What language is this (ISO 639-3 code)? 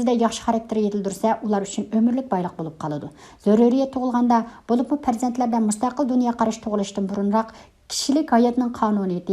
uig